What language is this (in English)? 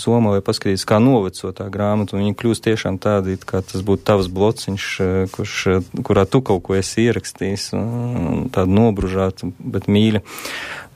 Latvian